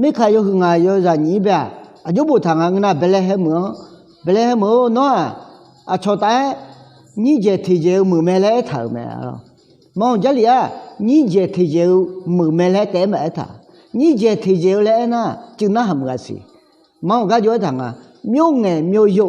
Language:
Akha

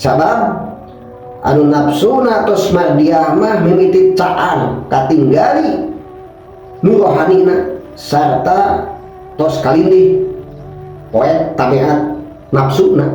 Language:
Sundanese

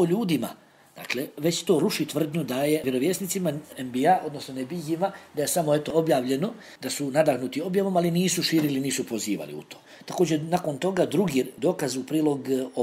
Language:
Bosnian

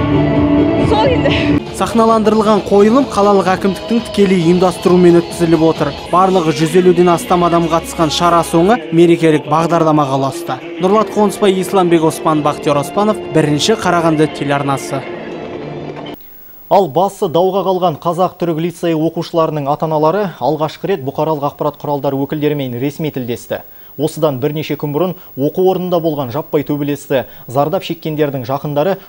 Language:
Kazakh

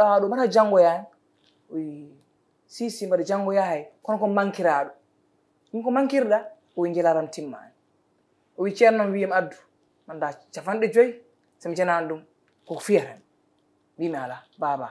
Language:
Fula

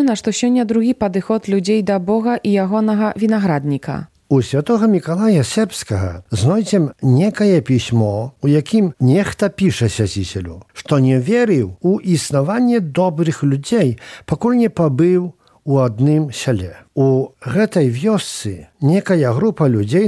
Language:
Belarusian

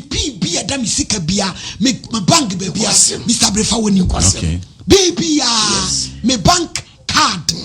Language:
Akan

